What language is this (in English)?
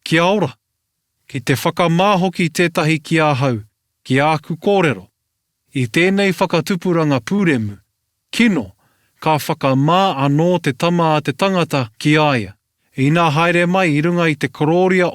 Māori